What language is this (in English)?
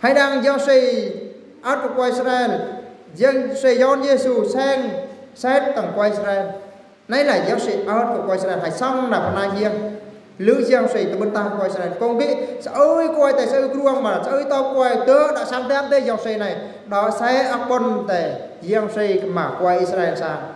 Eastern Bru